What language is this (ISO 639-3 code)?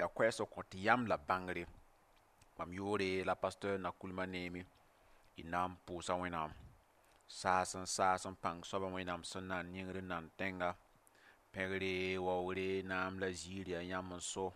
mos